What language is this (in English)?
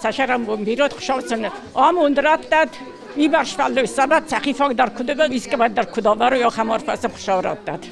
Ossetic